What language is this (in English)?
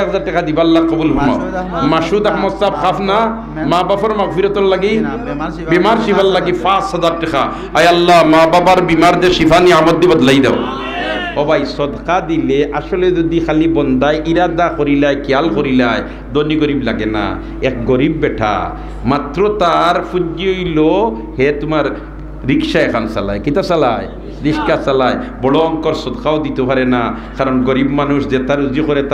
Sylheti